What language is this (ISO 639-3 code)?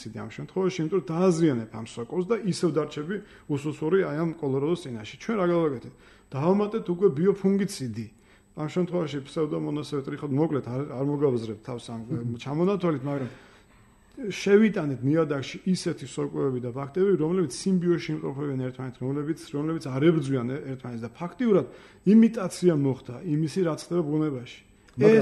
kat